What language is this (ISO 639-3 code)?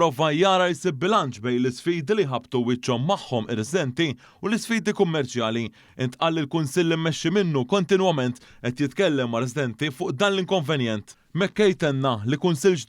mlt